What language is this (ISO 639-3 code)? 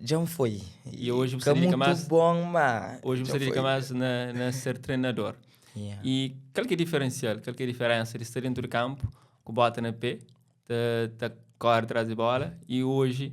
kea